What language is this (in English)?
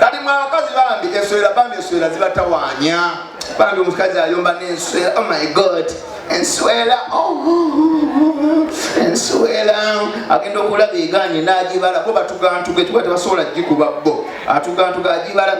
Ganda